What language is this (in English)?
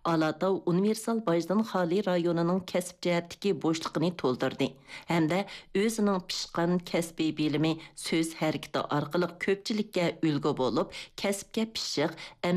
Uyghur